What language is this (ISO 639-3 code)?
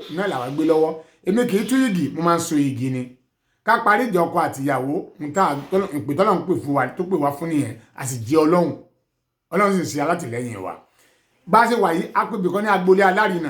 yor